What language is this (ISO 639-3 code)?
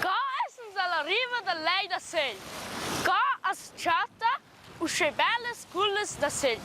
roh